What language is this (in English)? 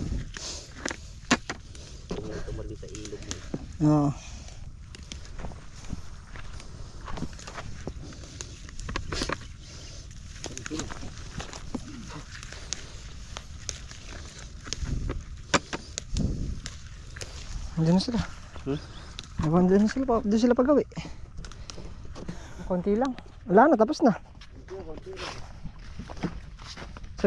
Filipino